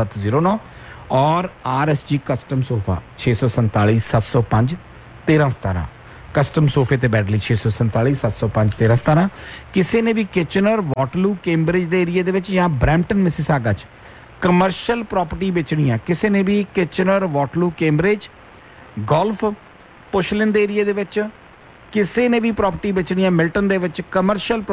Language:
Punjabi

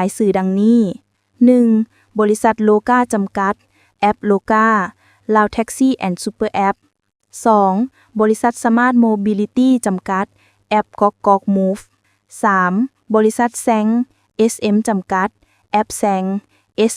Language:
Lao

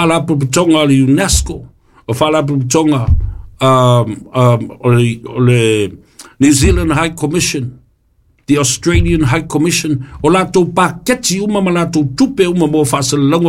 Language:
Samoan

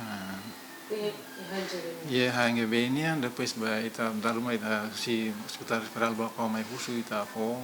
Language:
Tetum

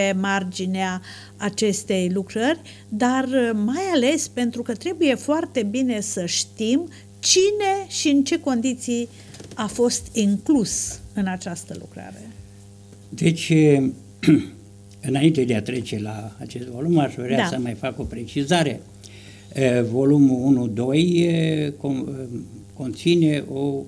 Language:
Romanian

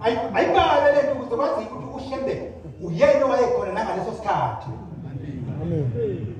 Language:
Zulu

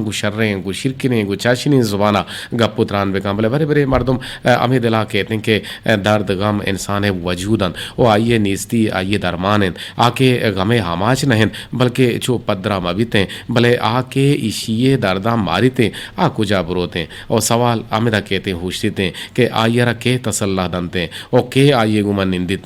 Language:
Eastern Balochi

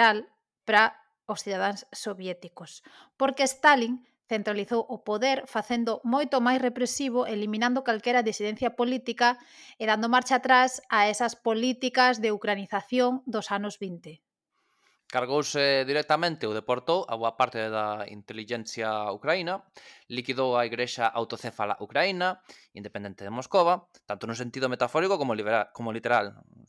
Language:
Galician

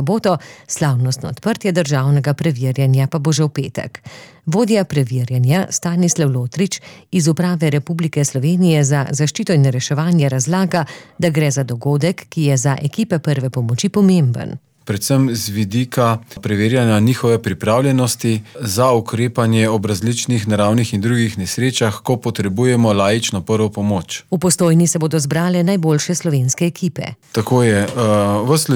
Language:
Slovenian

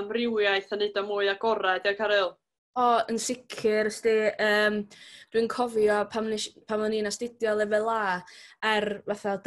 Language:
Welsh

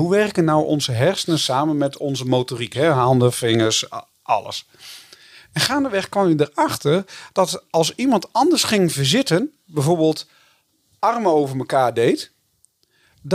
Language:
Dutch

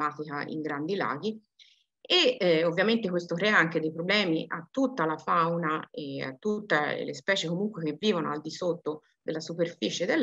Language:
Italian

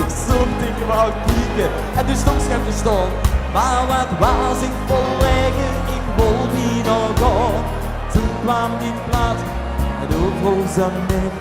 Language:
Limburgish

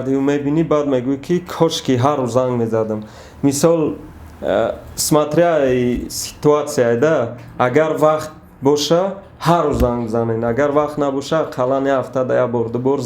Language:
Tajik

